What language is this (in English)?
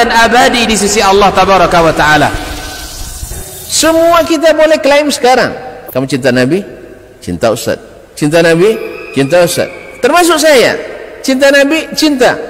Malay